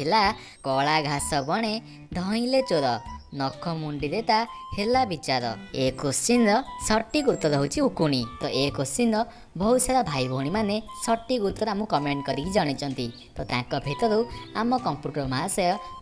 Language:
Odia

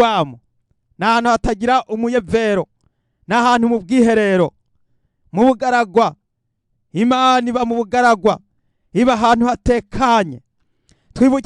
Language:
Rundi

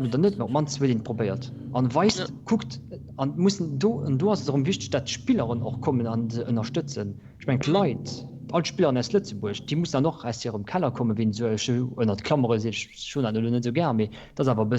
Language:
Luxembourgish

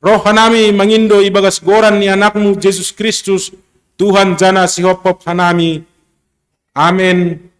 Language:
Batak Simalungun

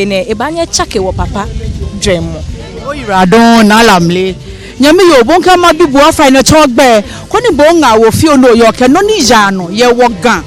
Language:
Ga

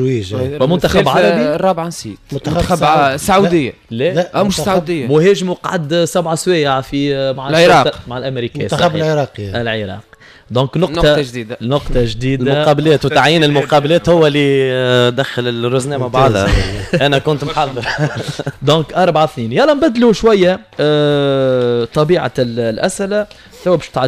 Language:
Tunisian Arabic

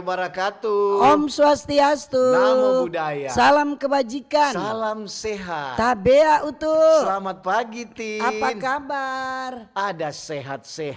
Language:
Manado Malay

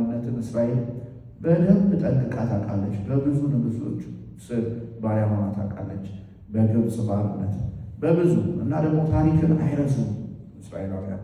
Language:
Amharic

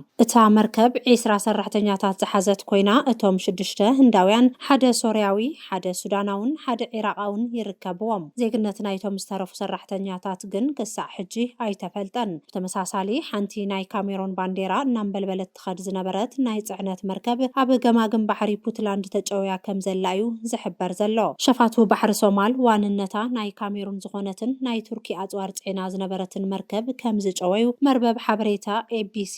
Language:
Tigrinya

